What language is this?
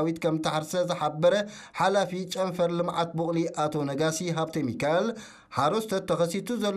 Tigrinya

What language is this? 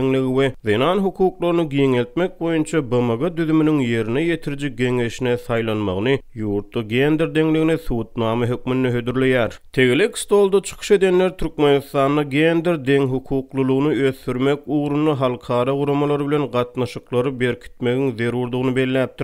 Turkmen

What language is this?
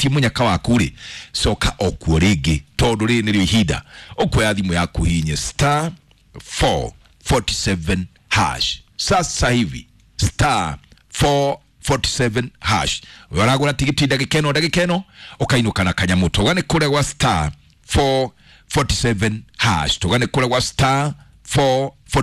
Kikuyu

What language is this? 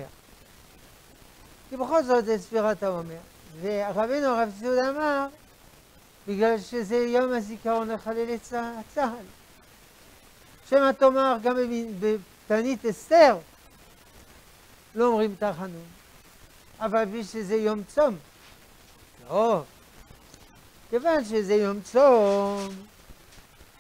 Hebrew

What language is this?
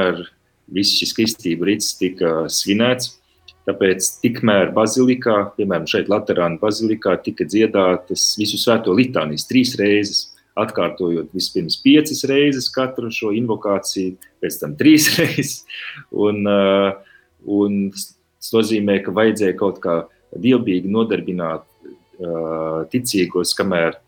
Latvian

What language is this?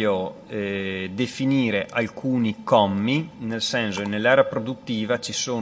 Italian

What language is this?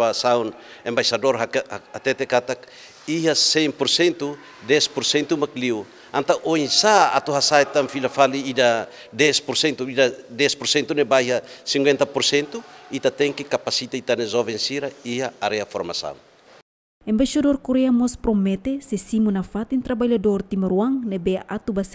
Tetum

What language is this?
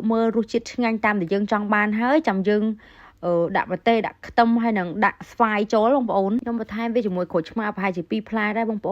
Khmer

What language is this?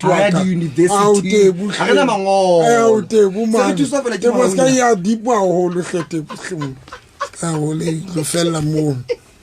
Southern Sotho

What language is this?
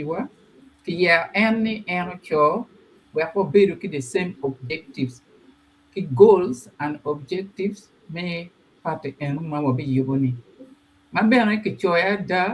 Acoli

